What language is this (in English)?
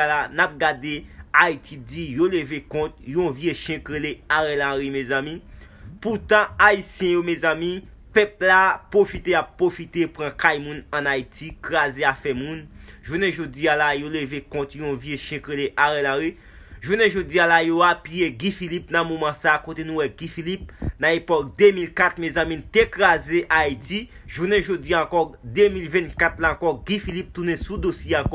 Haitian Creole